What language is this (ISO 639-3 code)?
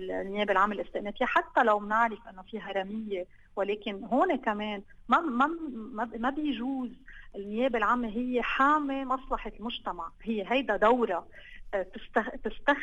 apc